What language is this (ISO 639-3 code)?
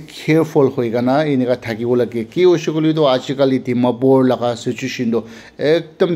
nag